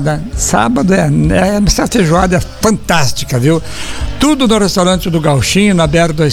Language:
Portuguese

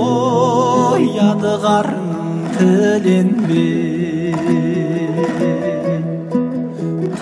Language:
Kazakh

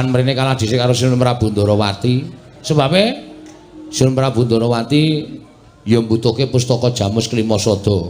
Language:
Javanese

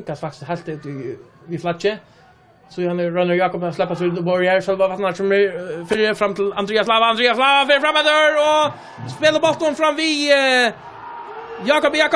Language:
Faroese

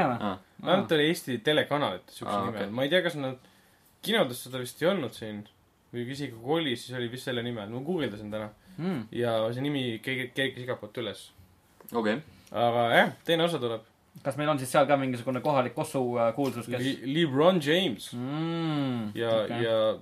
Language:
Estonian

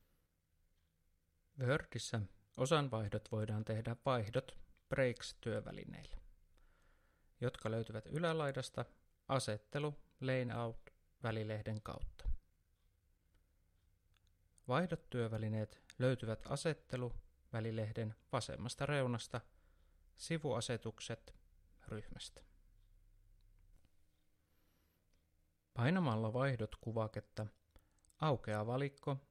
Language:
Finnish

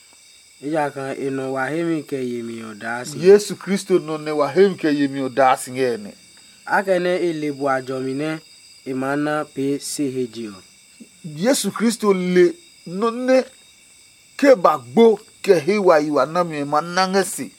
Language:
Adangme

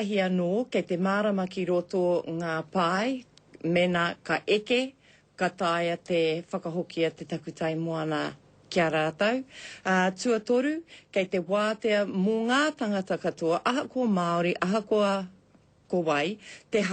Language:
Māori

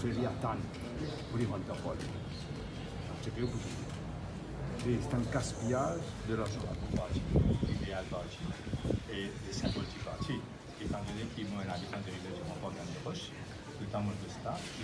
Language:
Morisyen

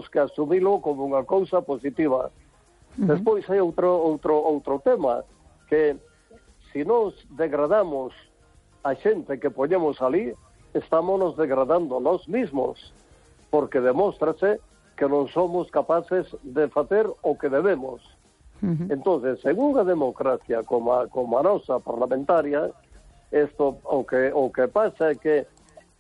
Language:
Galician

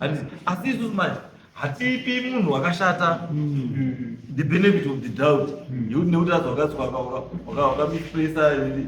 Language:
Shona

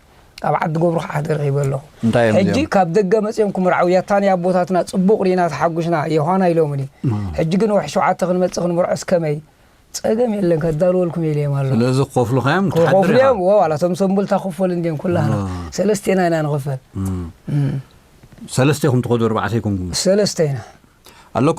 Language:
Tigrinya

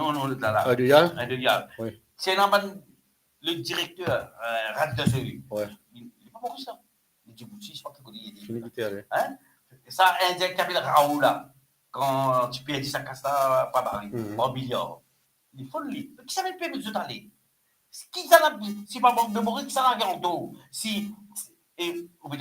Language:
Morisyen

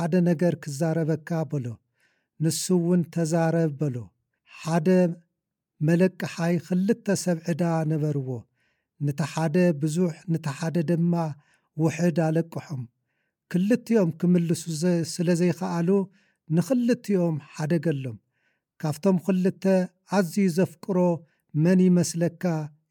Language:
Tigrinya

